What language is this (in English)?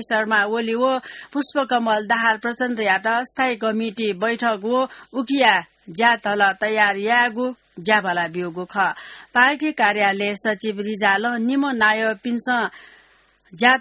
Newari